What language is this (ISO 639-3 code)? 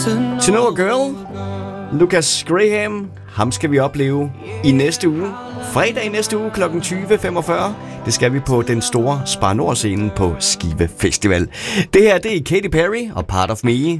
dan